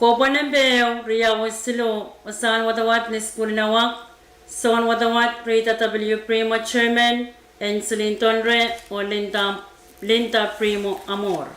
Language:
Pohnpeian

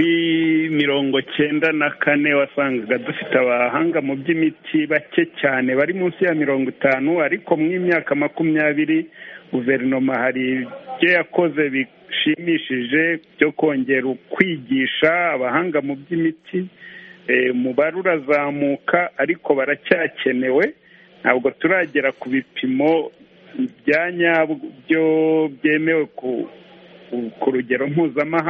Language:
Kinyarwanda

